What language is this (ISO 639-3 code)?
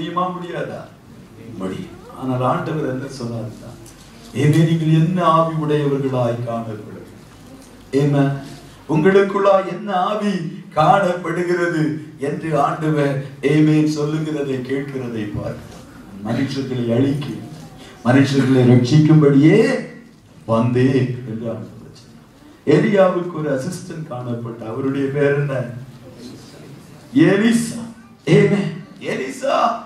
tam